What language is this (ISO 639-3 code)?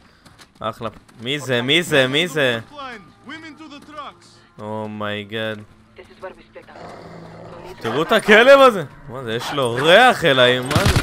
heb